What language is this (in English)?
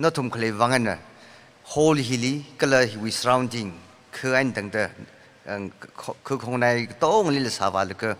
Tangkhul Naga (India)